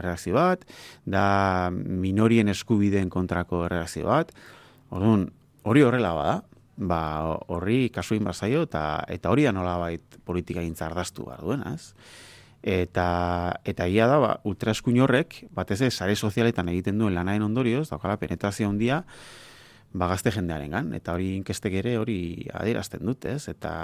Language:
Basque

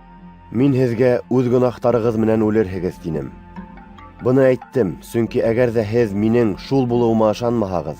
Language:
Bashkir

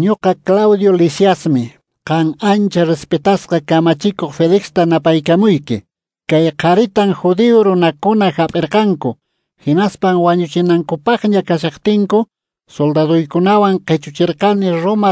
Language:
Quechua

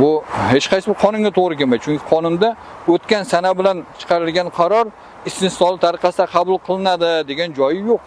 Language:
Uzbek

